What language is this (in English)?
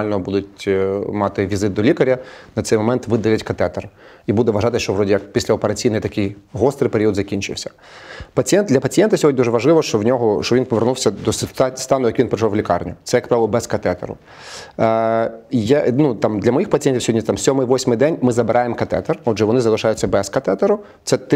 Ukrainian